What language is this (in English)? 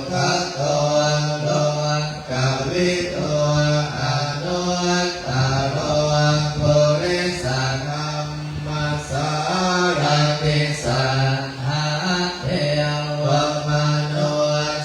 Pali